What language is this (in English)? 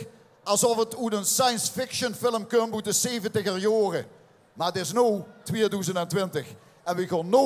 Limburgish